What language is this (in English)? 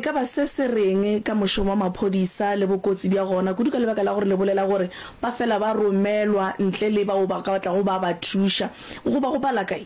Northern Sotho